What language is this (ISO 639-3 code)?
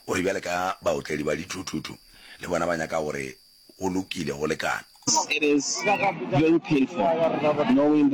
nso